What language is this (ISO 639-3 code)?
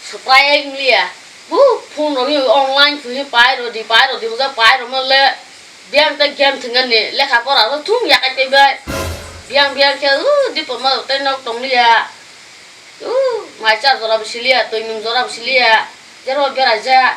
trp